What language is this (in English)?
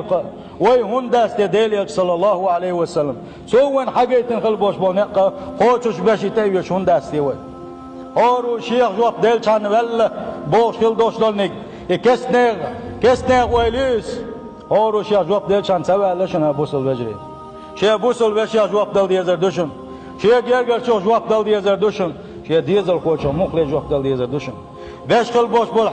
Chechen